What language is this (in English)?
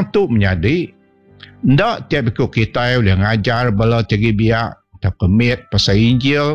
Iban